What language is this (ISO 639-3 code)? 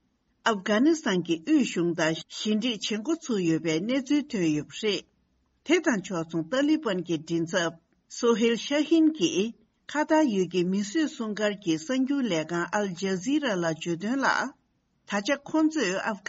bod